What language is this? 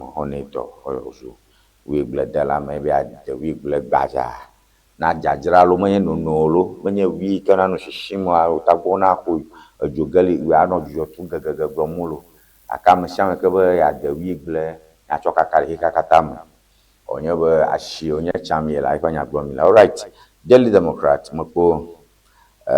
Ewe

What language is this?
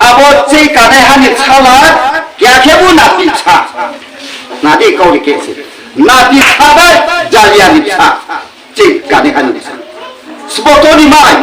Riang (India)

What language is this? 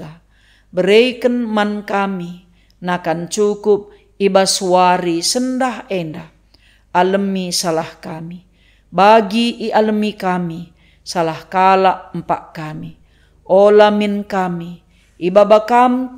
Batak Karo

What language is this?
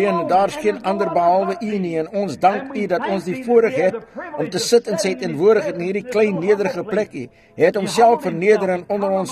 Afrikaans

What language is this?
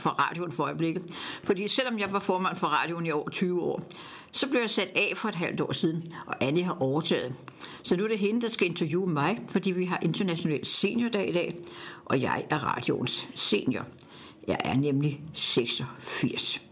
Danish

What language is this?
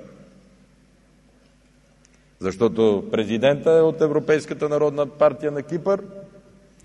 Bulgarian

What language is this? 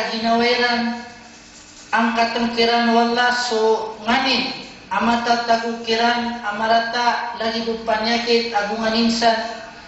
Maranao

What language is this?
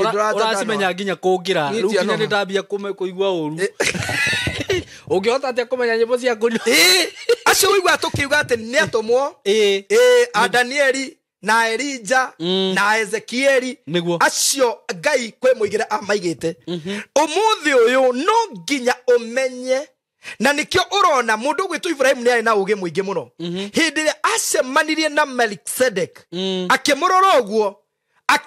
Kikuyu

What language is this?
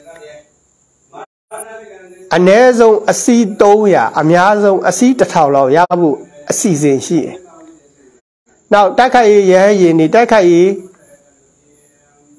Burmese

